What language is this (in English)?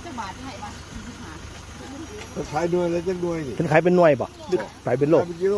Lao